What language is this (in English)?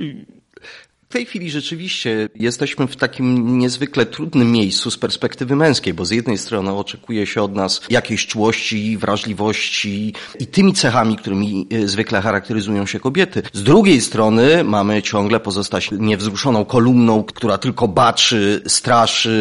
Polish